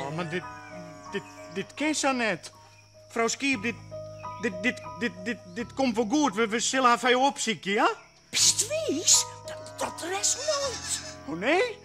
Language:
Western Frisian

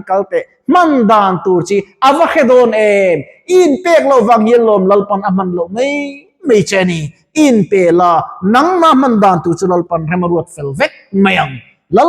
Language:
Mizo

